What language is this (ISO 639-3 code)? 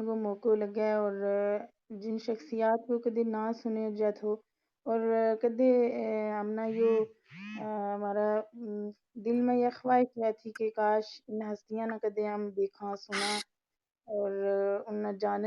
gju